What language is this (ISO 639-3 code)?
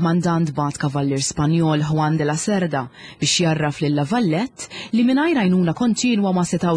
mlt